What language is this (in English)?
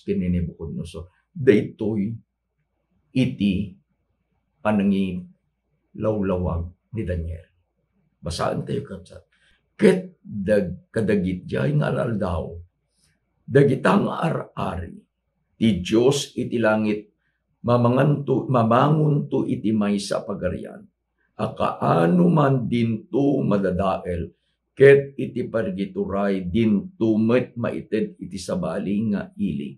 Iloko